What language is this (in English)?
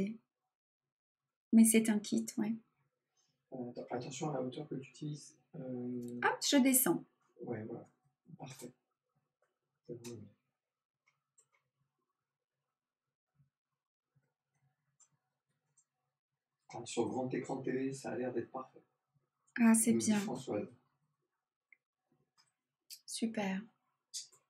French